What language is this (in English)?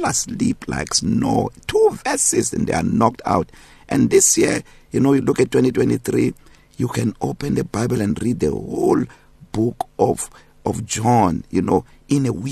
English